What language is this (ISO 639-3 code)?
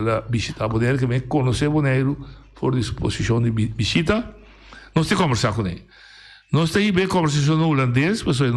pap